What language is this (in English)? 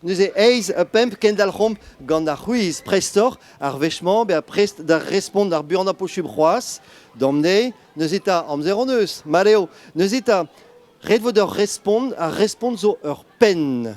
Breton